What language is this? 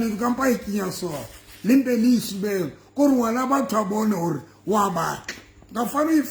Southern Sotho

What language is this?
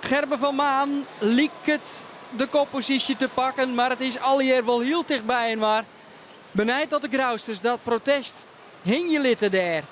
Western Frisian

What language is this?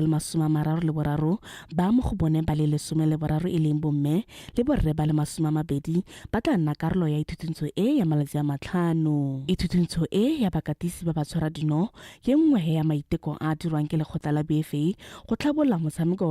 Tswana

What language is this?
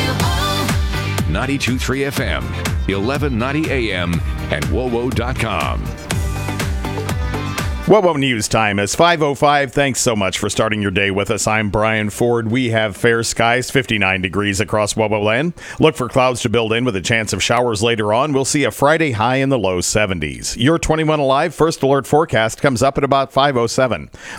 English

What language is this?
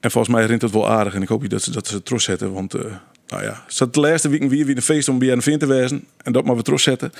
Western Frisian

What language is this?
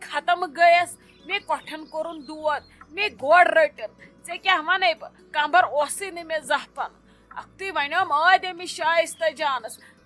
Kashmiri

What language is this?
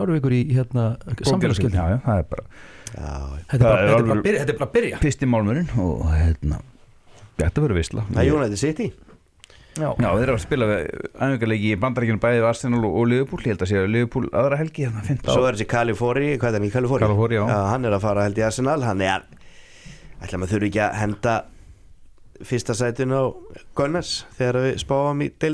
Icelandic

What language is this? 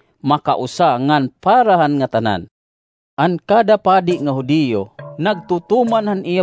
Waray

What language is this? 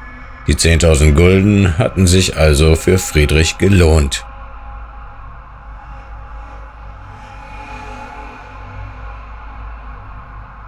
German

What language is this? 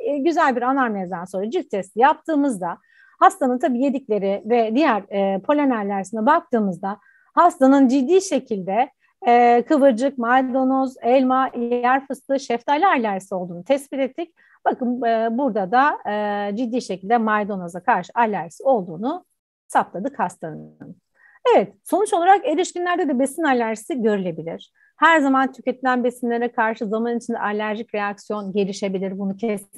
Turkish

